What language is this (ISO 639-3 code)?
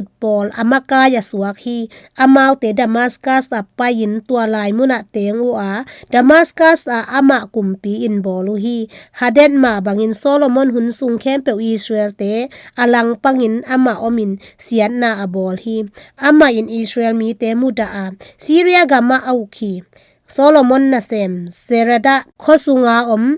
ctd